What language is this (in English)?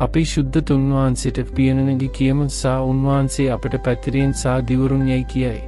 Sinhala